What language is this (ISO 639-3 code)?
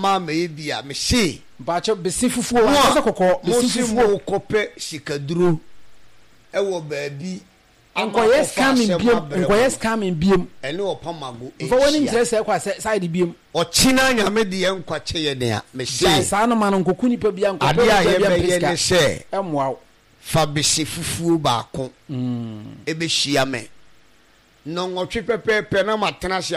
aka